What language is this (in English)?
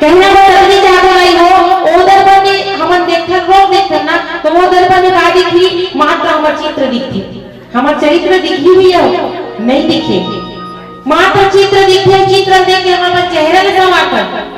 Chhattisgarhi